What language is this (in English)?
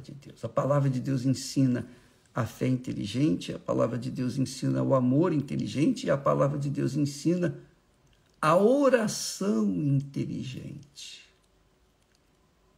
Portuguese